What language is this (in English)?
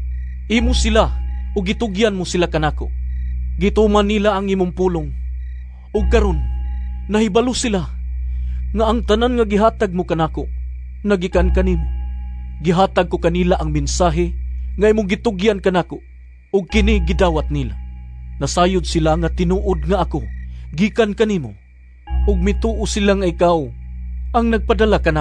Cebuano